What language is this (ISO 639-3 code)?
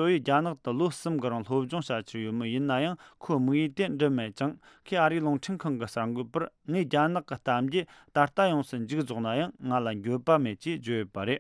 bod